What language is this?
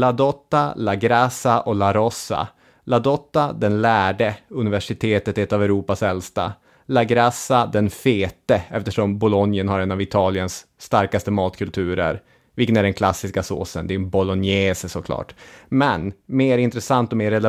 Swedish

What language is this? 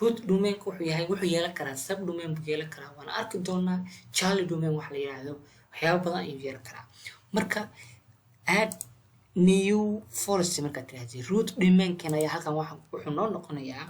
Somali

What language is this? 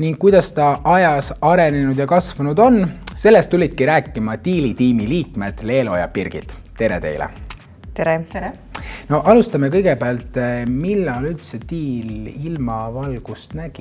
Estonian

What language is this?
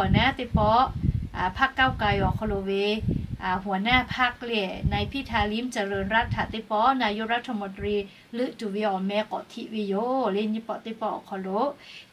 Lahu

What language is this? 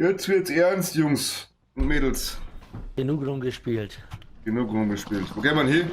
Bavarian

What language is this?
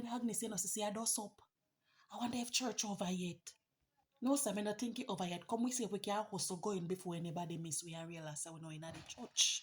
Jamaican Creole English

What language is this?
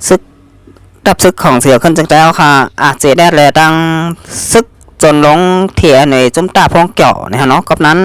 Shan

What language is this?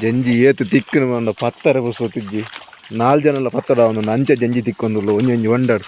Tulu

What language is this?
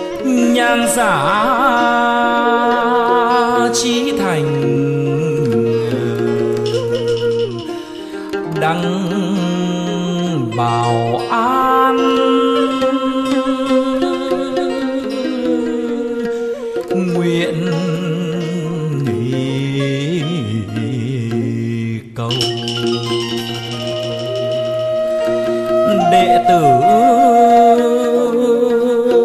Vietnamese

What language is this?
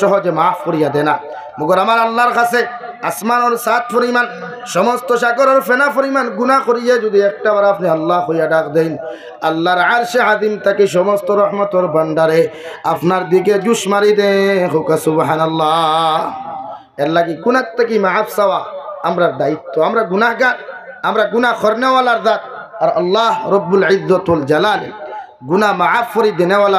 Sylheti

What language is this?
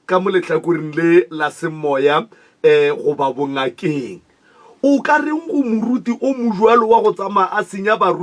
Northern Sotho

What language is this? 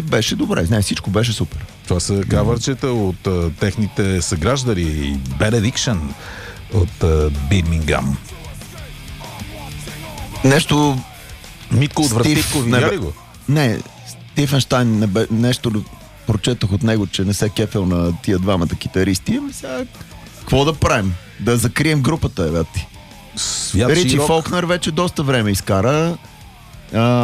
Bulgarian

